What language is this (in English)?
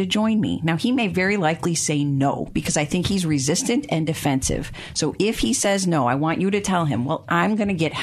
English